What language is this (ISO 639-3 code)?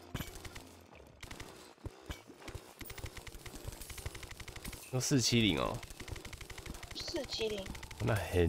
zho